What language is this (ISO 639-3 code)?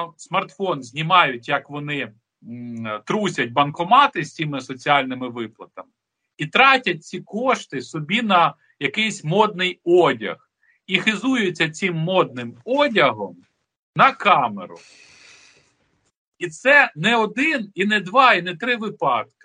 ukr